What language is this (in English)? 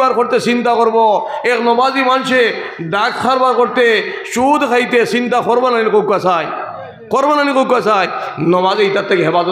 Sylheti